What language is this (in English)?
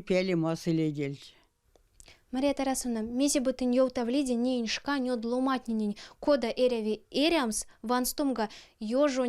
Erzya